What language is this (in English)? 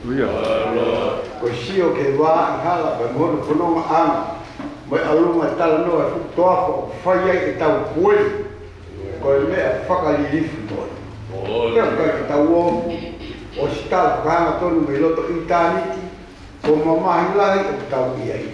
Tongan